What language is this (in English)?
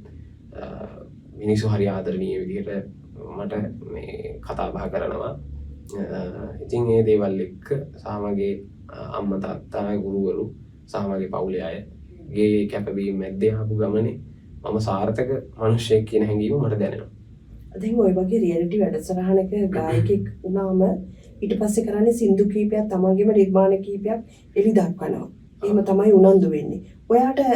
Sinhala